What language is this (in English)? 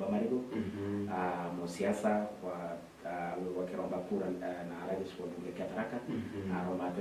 Meru